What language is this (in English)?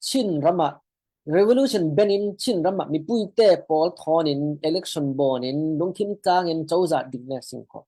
Falam Chin